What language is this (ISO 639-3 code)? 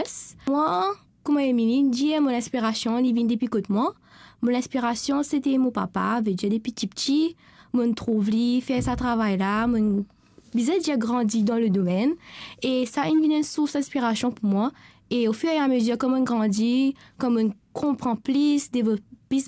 mfe